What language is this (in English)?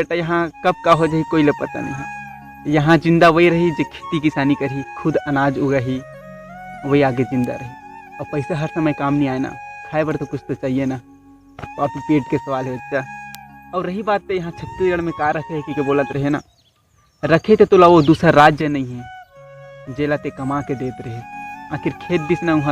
Chhattisgarhi